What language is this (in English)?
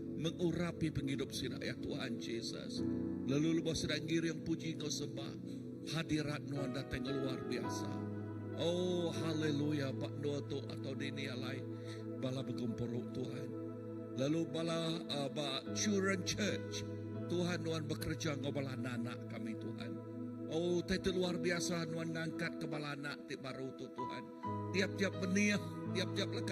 Iban